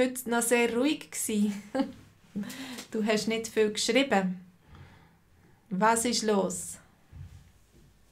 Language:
German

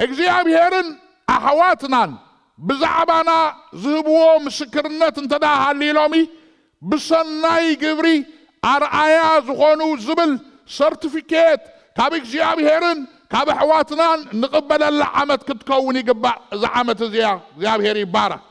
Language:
Tigrinya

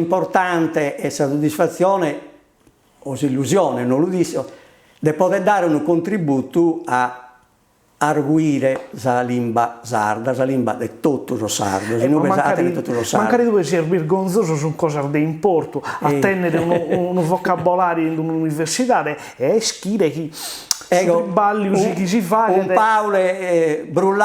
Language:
Sardinian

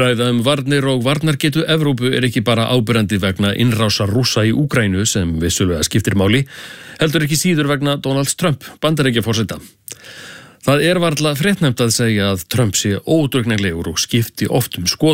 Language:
Icelandic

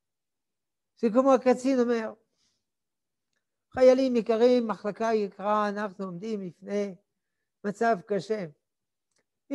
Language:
Hebrew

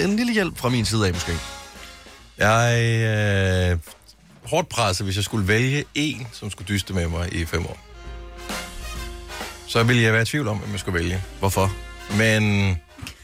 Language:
Danish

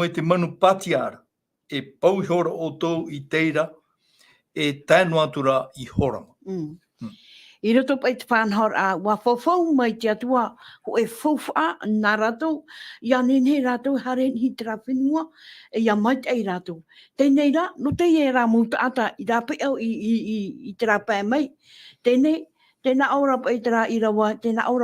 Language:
Tahitian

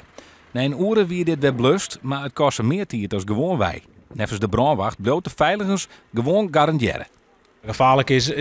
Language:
Western Frisian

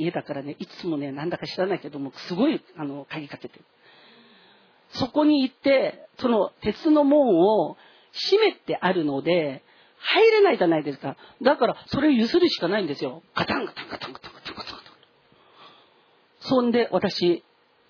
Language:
Japanese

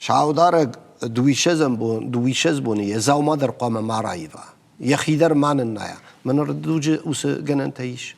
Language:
Ossetic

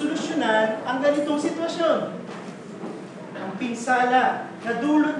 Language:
Filipino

